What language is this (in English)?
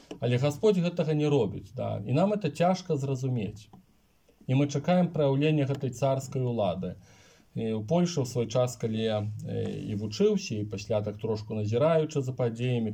Belarusian